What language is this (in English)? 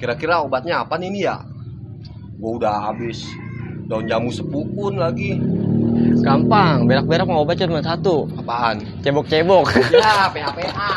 Betawi